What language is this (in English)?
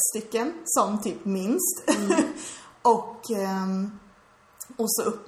Swedish